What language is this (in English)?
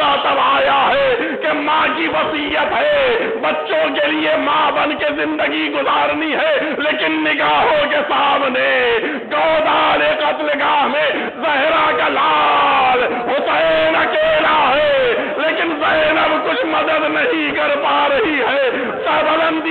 Urdu